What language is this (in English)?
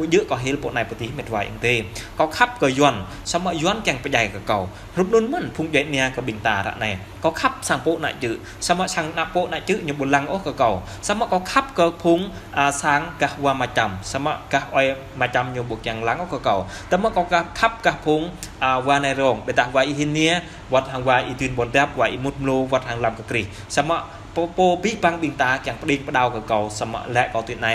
Jarai